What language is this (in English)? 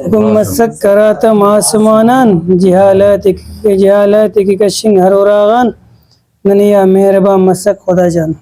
Brahui